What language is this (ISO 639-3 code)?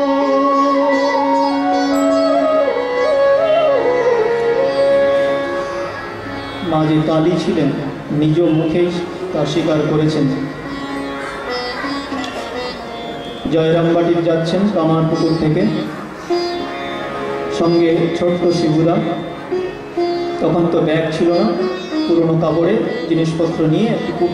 ben